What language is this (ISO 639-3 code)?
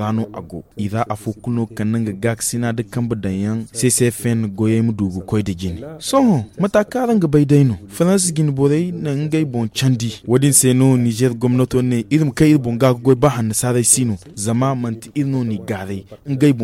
dje